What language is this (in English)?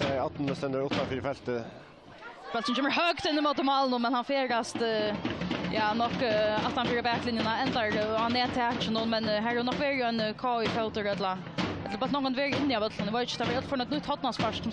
Faroese